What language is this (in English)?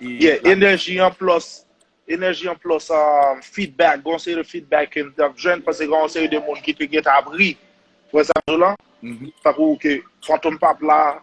Haitian Creole